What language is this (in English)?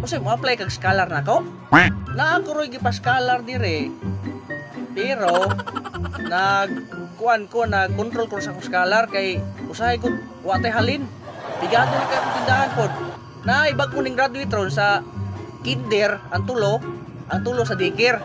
Cebuano